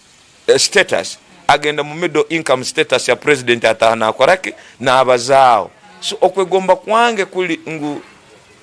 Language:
Tooro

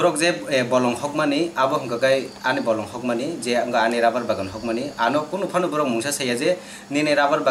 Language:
Kok Borok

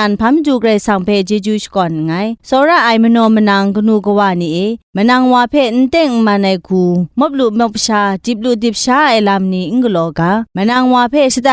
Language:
Kachin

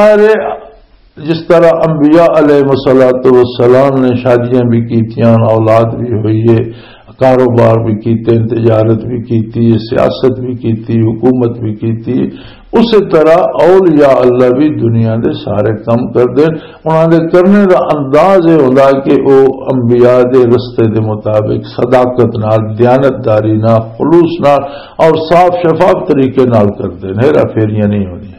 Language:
Western Panjabi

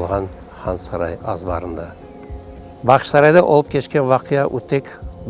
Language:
Crimean Tatar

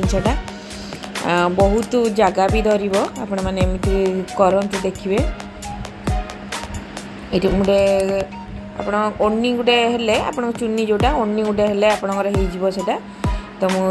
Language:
Odia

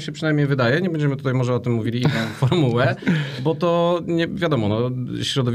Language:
Polish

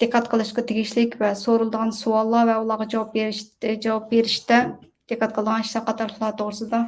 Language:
Uyghur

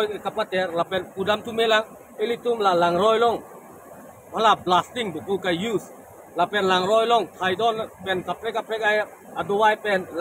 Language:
Karbi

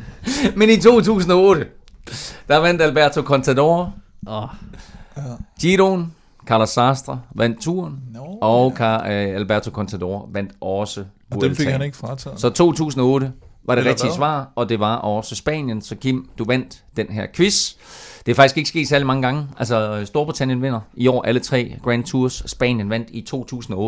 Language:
Danish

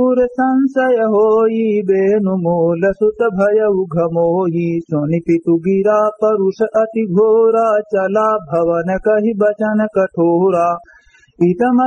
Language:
Awadhi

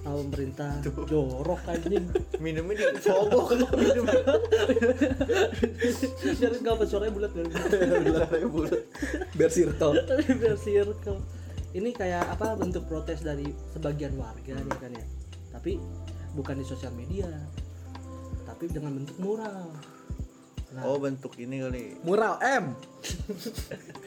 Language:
Indonesian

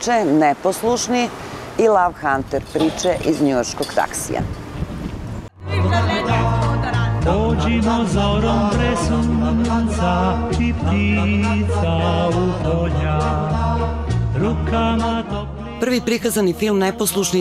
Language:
Serbian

